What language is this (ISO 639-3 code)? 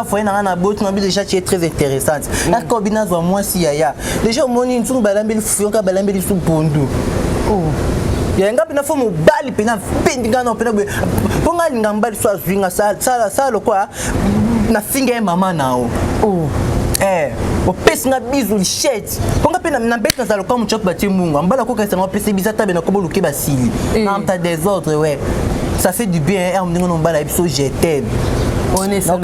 lin